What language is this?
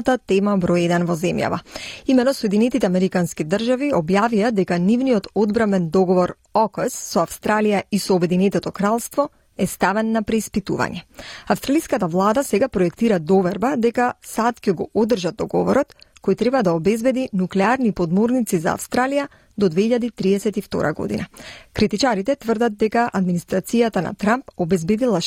Macedonian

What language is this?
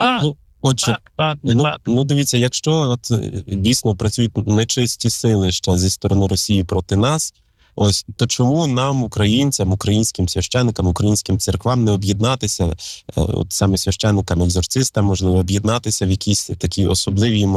Ukrainian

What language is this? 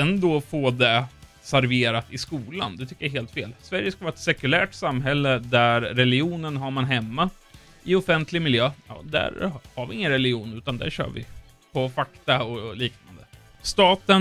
Swedish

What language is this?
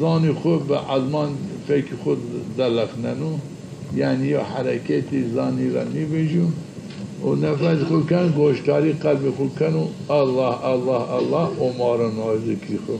Zaza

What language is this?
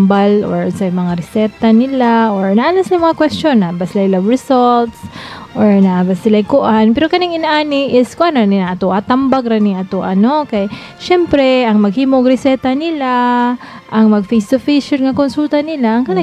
Cebuano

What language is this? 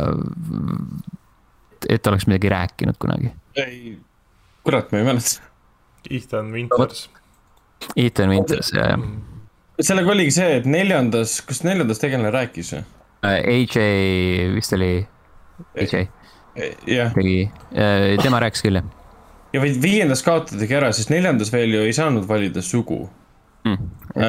Estonian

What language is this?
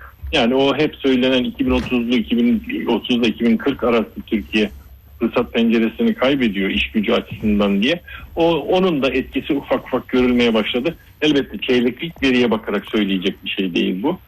Turkish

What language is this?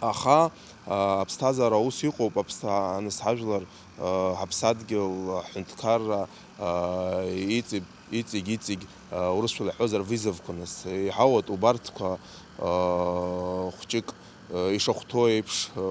Abkhazian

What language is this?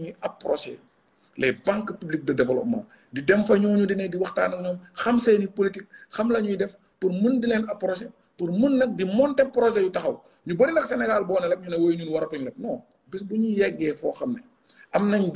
Wolof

